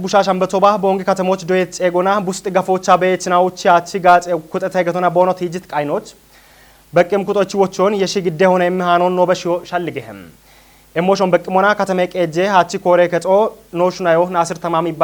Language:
Kafa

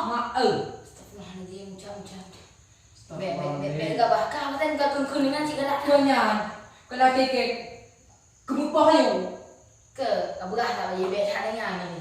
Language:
Achinese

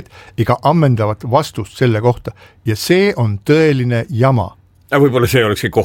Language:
Estonian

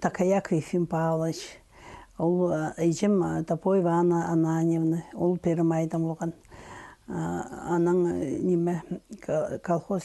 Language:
Khakas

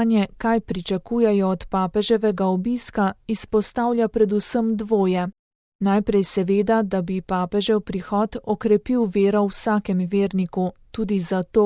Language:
Slovenian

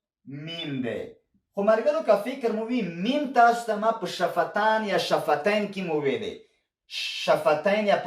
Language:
Pashto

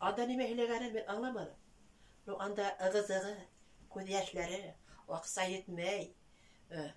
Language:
Bashkir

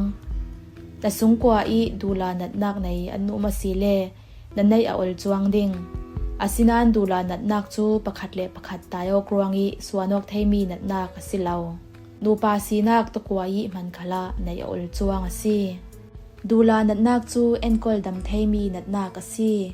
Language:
Falam Chin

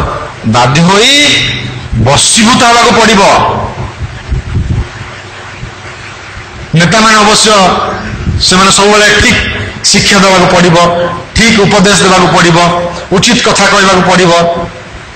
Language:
Odia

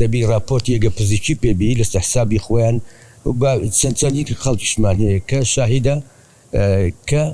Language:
Central Kurdish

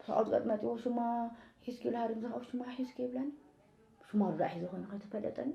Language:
Tigrinya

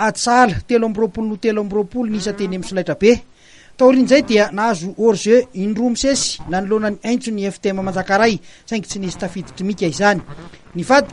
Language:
Malagasy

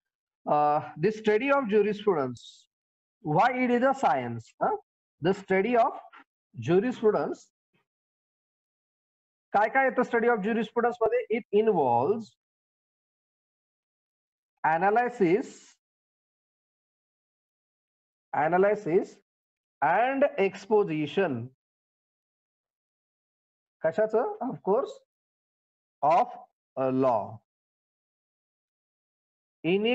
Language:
Marathi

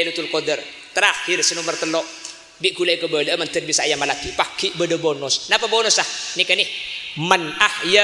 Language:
Madurese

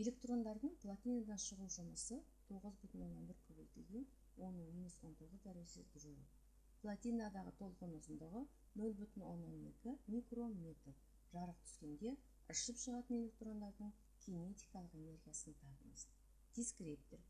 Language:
Kazakh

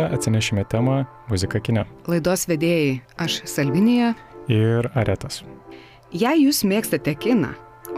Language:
Lithuanian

